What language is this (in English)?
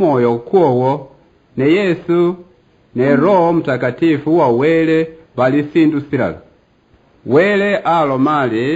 Luyia